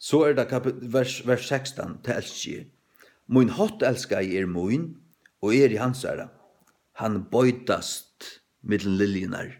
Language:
Faroese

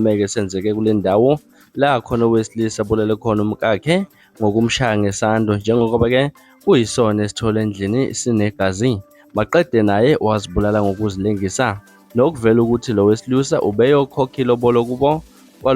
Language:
Zulu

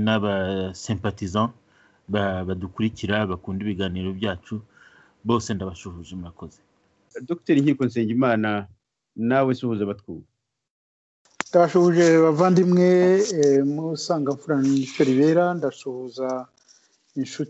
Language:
Kinyarwanda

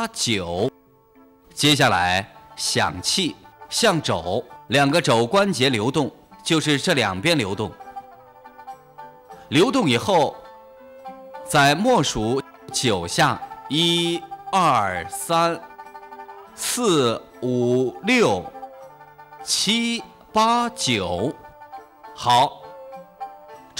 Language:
Chinese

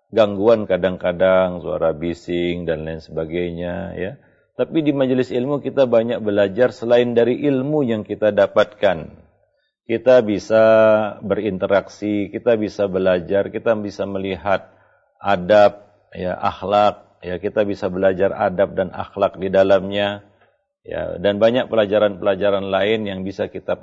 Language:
Indonesian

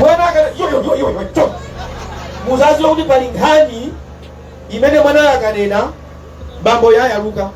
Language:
Nyanja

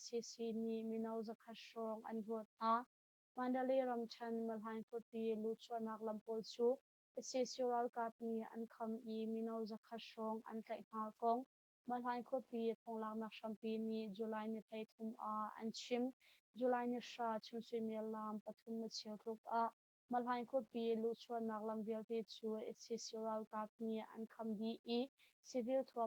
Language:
Hakha Chin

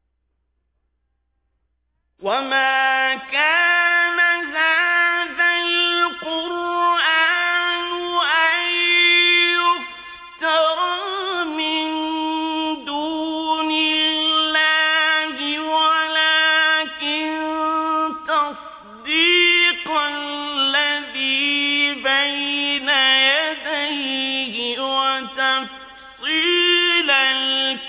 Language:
Arabic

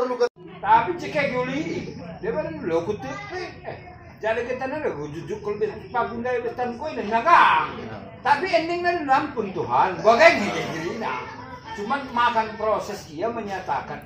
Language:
Batak Karo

